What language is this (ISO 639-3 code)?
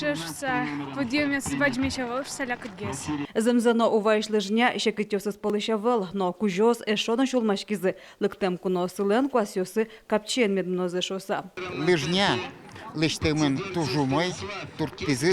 udm